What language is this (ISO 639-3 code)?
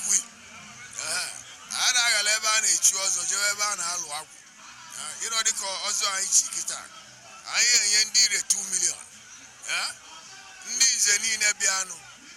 ibo